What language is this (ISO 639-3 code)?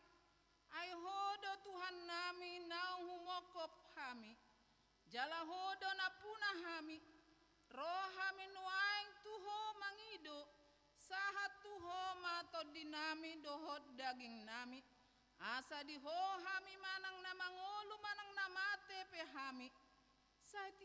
bbc